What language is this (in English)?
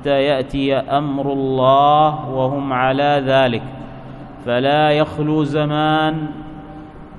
Arabic